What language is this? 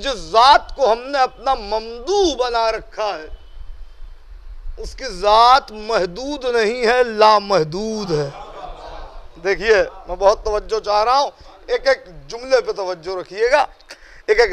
Urdu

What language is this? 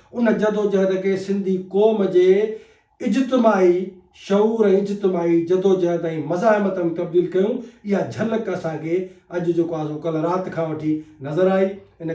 Sindhi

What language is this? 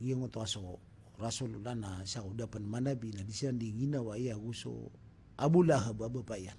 Maranao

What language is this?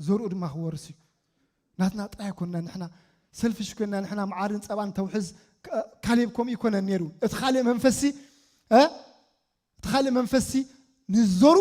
Tigrinya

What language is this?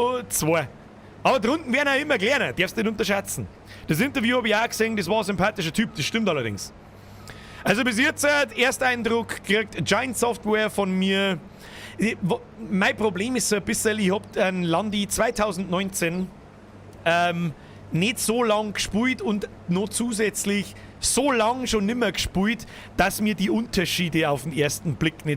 Bavarian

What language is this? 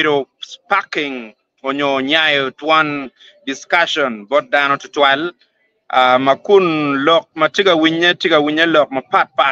Acoli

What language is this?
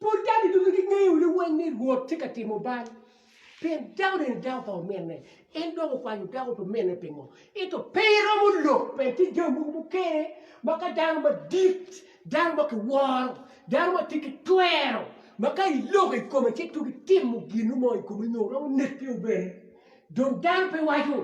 Acoli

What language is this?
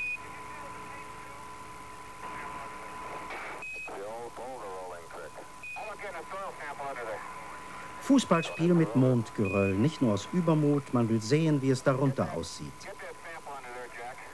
German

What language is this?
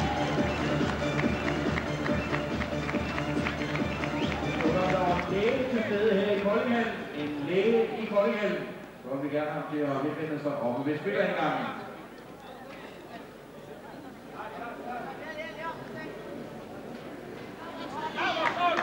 Danish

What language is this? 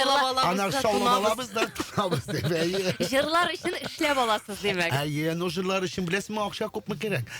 Tatar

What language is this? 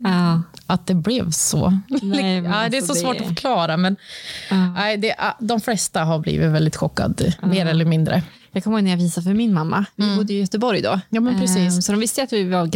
Swedish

